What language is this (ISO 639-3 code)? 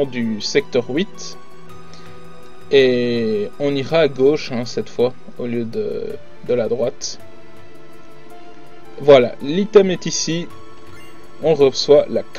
fra